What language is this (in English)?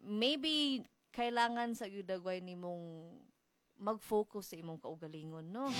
Cebuano